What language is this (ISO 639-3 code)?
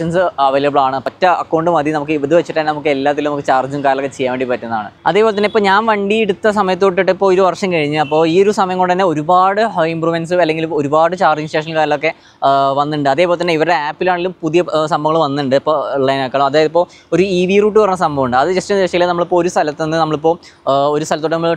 mal